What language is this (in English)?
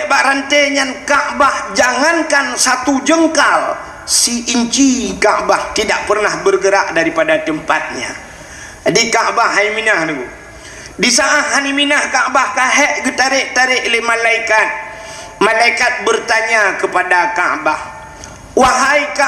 Achinese